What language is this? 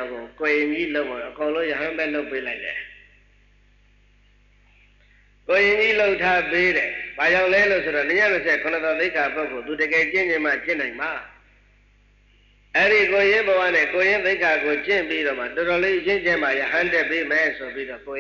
Burmese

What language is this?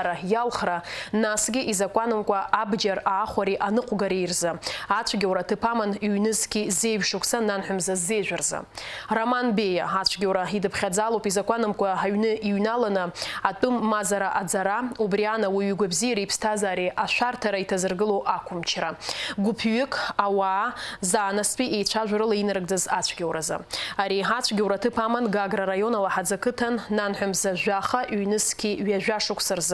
Abkhazian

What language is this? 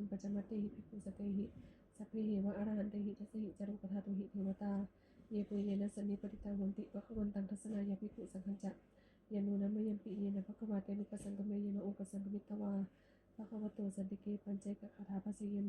Pali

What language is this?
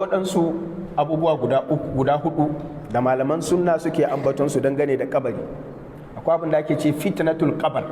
Hausa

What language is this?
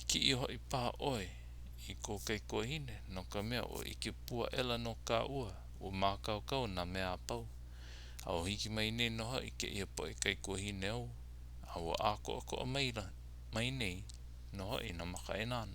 Hawaiian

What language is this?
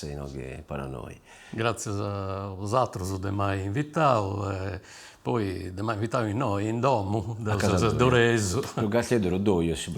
Sardinian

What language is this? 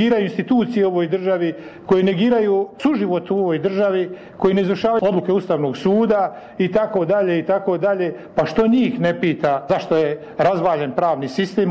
Bosnian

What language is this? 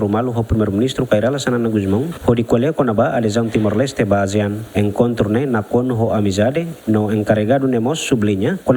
Tetum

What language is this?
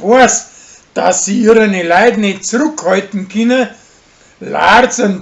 Bavarian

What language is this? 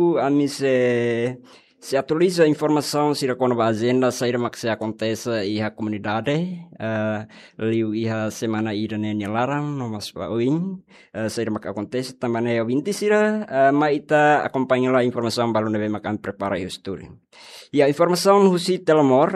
Tetum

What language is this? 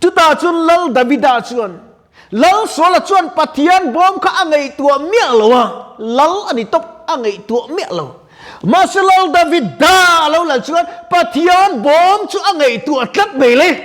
Mizo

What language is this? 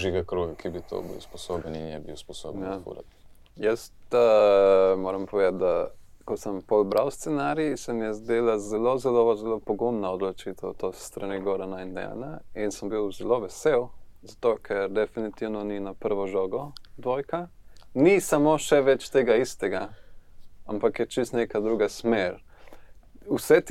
Slovenian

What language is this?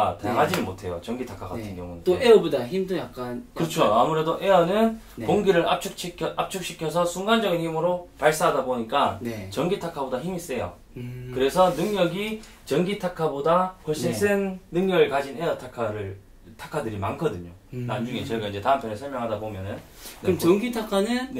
Korean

